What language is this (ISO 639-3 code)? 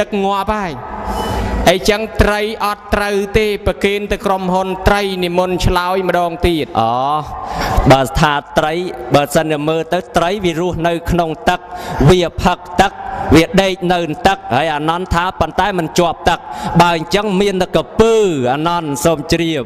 khm